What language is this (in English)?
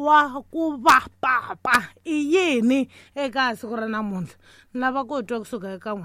Tsonga